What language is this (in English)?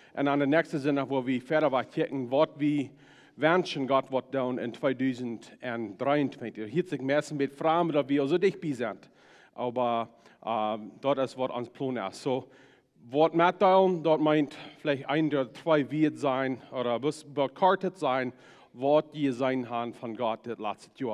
Plautdietsch